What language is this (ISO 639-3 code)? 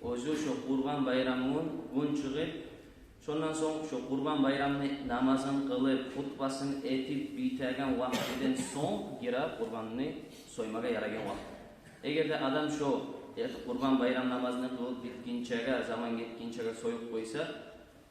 kum